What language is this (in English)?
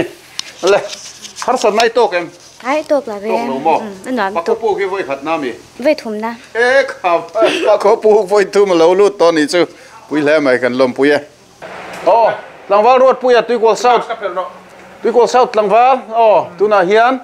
Mizo